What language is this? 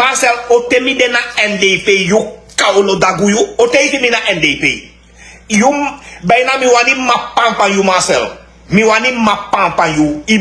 Sranan Tongo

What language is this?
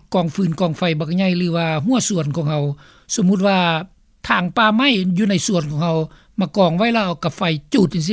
Lao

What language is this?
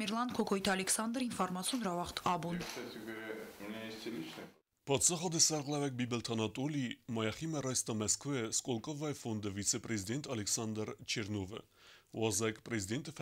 Ossetic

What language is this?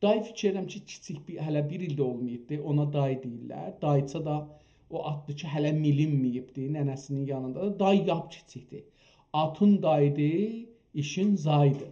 South Azerbaijani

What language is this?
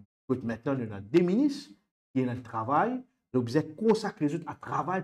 Morisyen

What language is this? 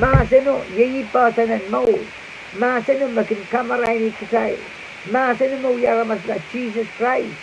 Pohnpeian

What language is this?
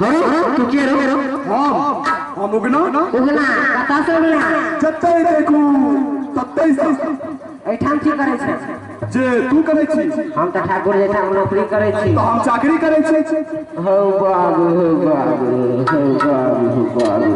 Maithili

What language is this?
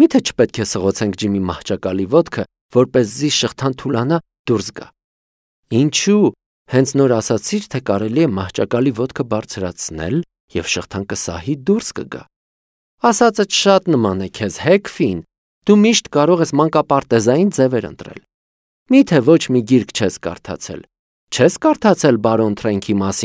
Armenian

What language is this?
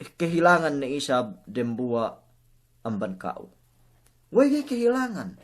Yakan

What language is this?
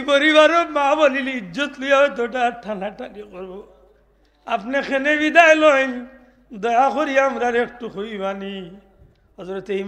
Sylheti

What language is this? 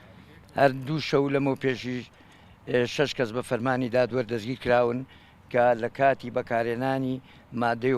Central Kurdish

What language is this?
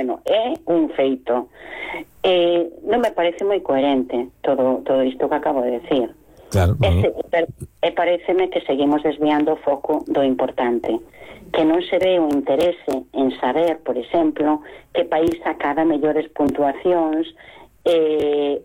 Galician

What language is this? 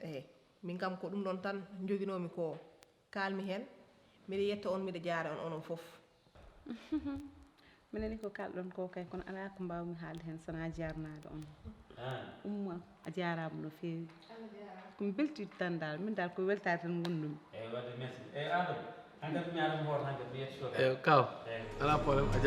Fula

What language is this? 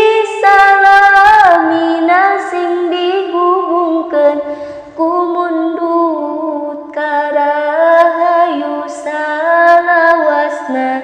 Sundanese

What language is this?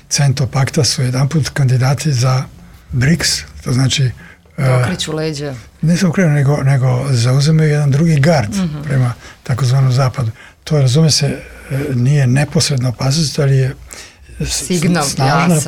Serbian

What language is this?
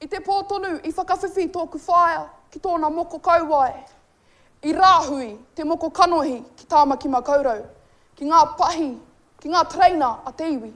Māori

